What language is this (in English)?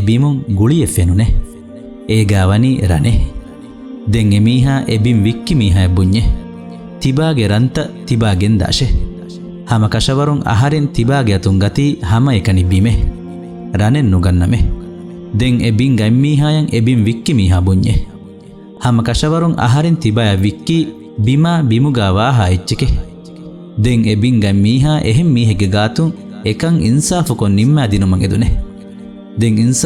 Divehi